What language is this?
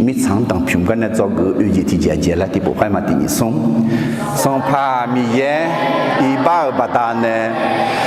Akha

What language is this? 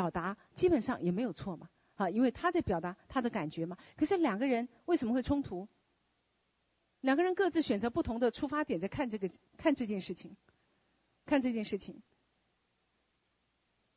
Chinese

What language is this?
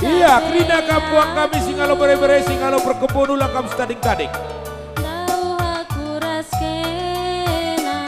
Batak Karo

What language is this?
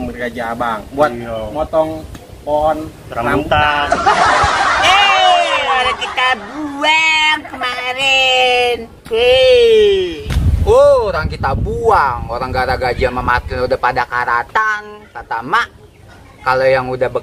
Betawi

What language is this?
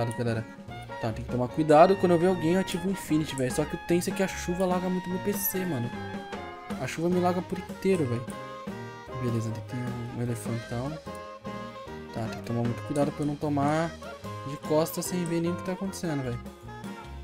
Portuguese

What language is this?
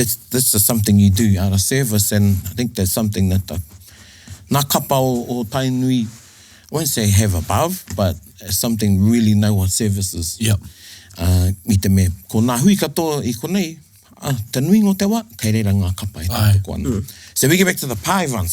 Māori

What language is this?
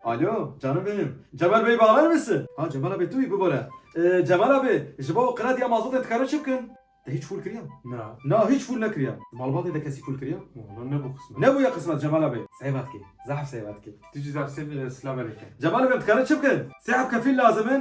Kurdish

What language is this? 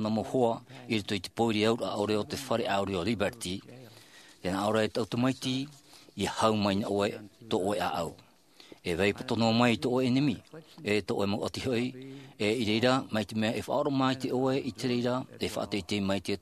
Tahitian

